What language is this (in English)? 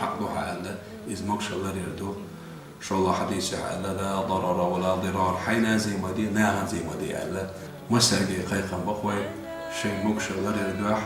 Chechen